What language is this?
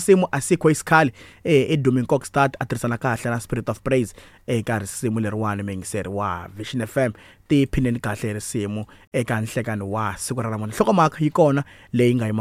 Tsonga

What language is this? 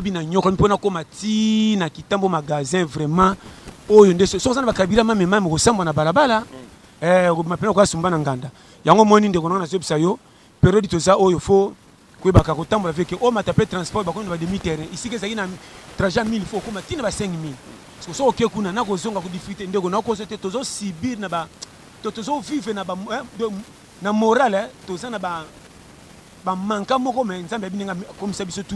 Lingala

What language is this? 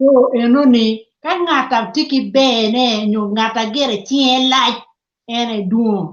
Acoli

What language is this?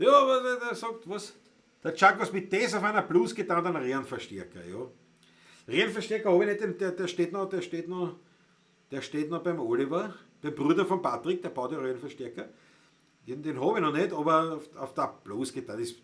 Bavarian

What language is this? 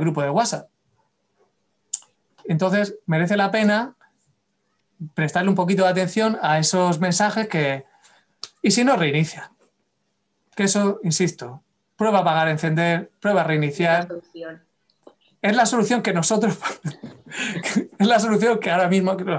Spanish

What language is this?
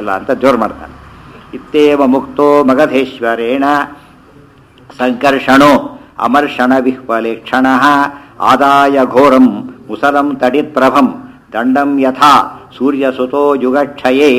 Kannada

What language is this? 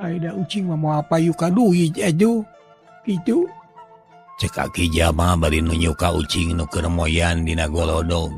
Sundanese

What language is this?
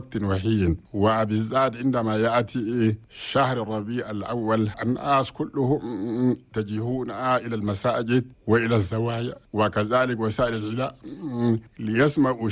Chadian Arabic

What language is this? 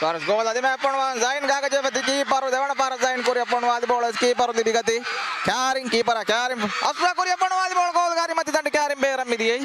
Divehi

